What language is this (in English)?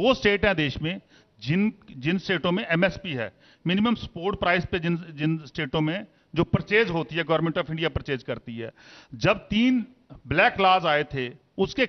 Hindi